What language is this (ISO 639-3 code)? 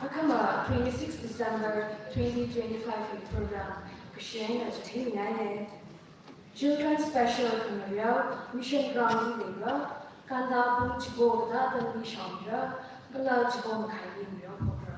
nmf